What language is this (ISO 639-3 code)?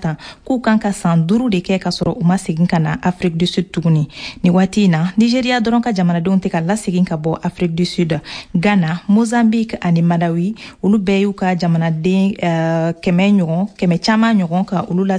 bam